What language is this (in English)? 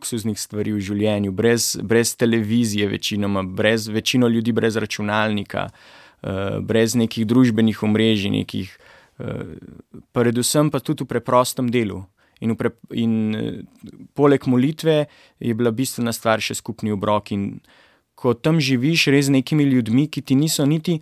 Slovenian